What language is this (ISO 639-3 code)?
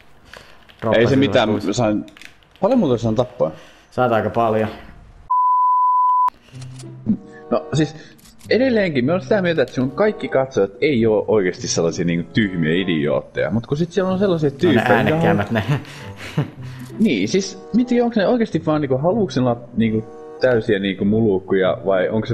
fin